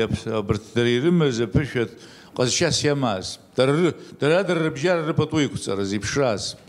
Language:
Abkhazian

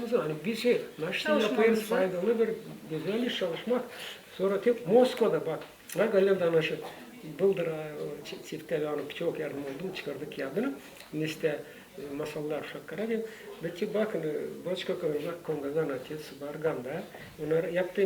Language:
Gagauz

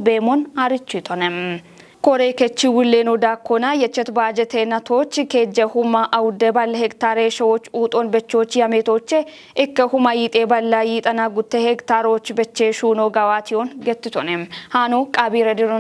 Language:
Kafa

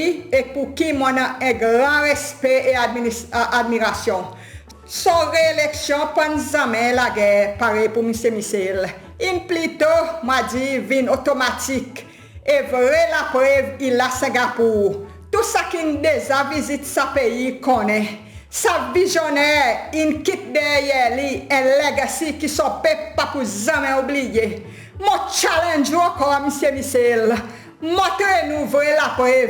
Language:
Seselwa Creole French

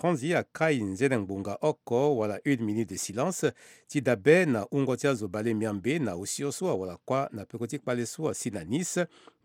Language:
Sango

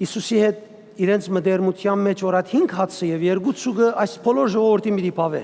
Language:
Western Armenian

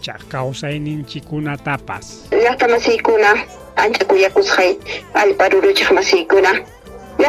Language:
Ayacucho Quechua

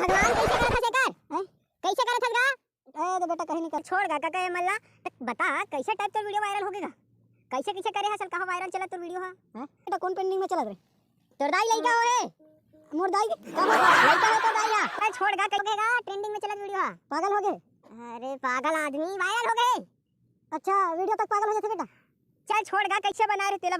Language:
Chhattisgarhi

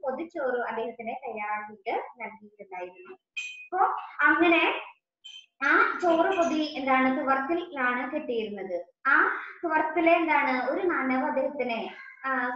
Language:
Malayalam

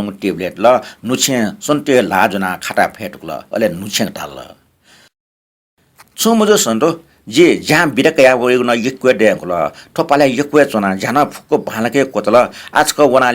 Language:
Newari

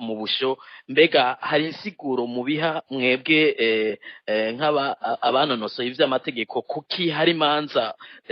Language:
Rundi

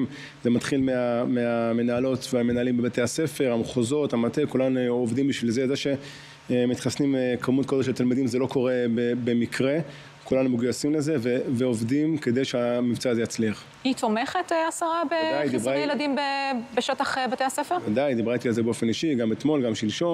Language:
Hebrew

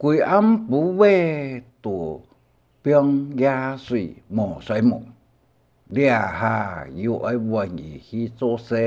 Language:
Hakka Chinese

